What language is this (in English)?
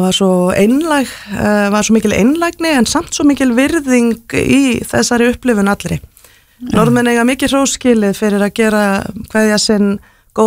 Icelandic